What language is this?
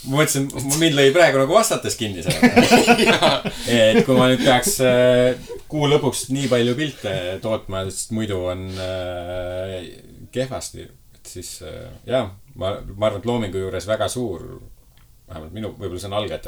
Estonian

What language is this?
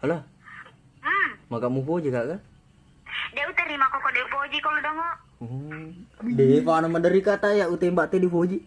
Buginese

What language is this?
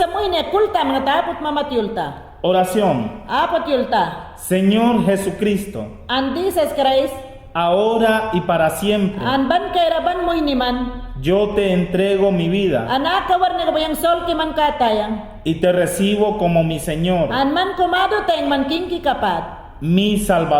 Mayangna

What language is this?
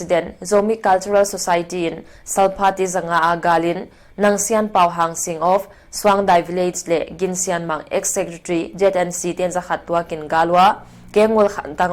Paite Chin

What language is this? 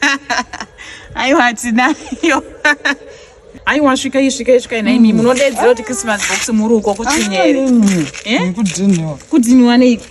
Shona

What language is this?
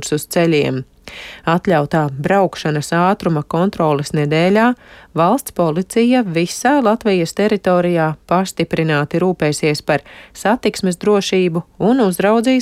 Latvian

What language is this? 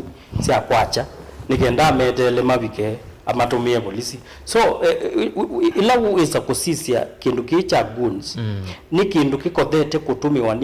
Kamba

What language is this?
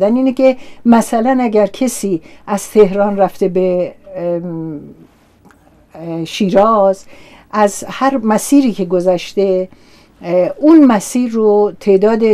Persian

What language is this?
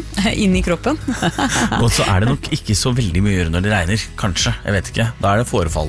Norwegian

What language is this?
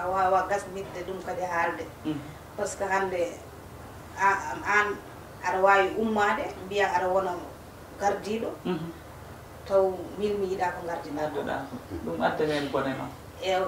Fula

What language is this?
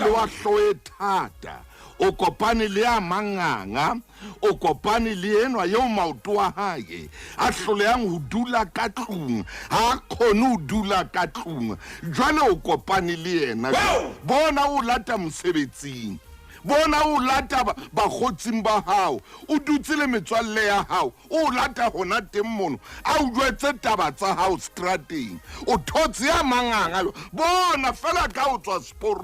Southern Sotho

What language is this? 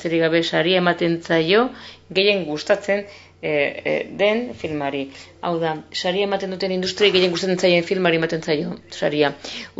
Basque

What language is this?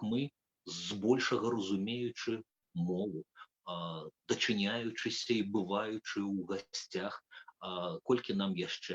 Belarusian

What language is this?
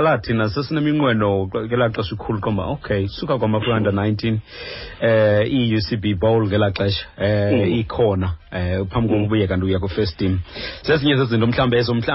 Xhosa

